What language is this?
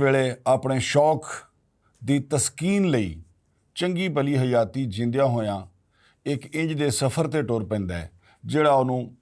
Western Panjabi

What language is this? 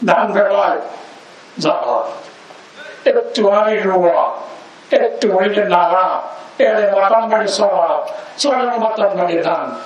Rohingya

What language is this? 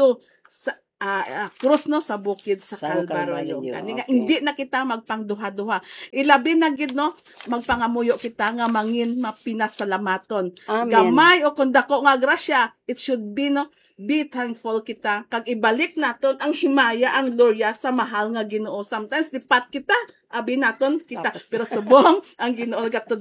Hiligaynon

